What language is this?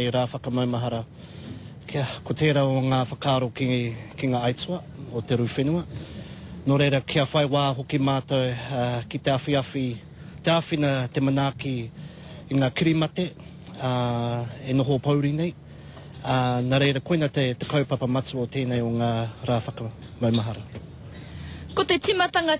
Māori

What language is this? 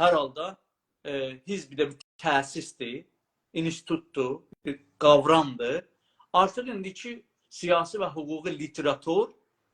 South Azerbaijani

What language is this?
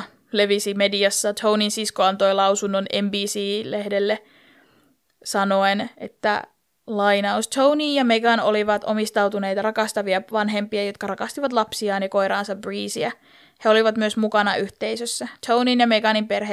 Finnish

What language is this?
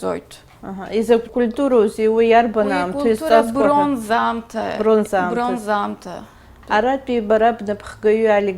Abkhazian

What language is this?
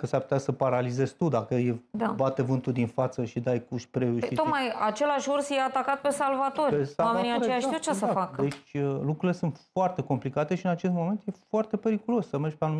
Romanian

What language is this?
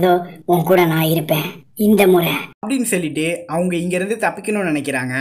Tamil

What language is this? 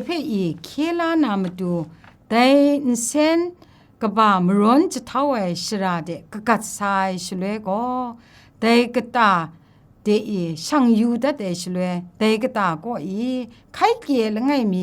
Kachin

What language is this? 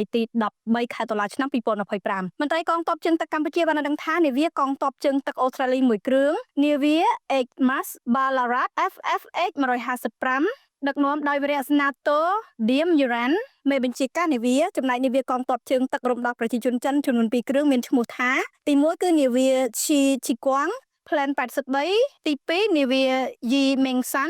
Khmer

